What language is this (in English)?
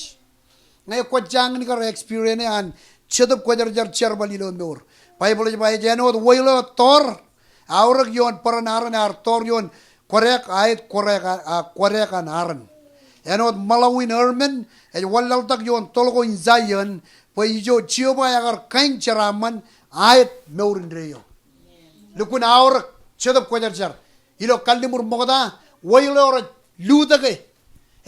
Marshallese